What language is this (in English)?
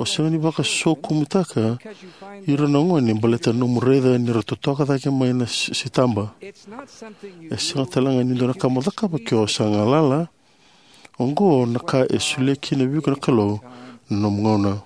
Fijian